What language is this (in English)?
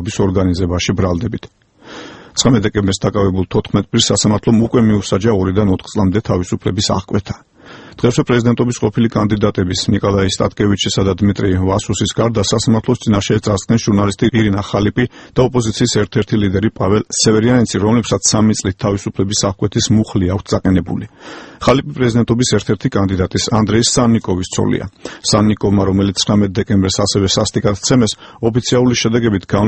Georgian